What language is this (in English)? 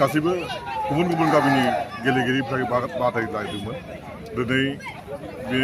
Bodo